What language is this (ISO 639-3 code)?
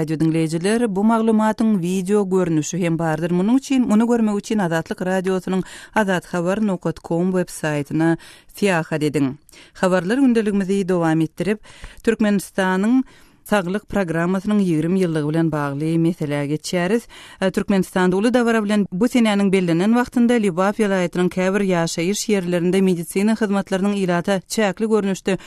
tuk